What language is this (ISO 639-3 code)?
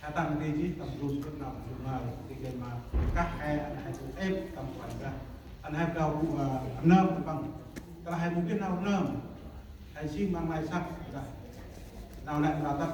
cmo